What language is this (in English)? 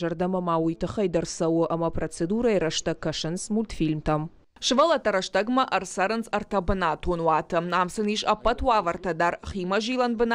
Ossetic